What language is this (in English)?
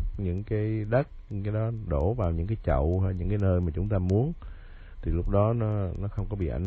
Vietnamese